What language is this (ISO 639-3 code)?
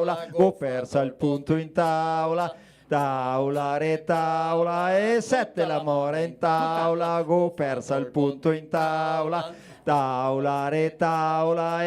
vec